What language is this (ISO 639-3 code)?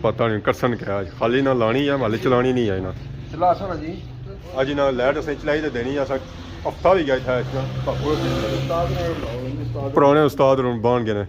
phr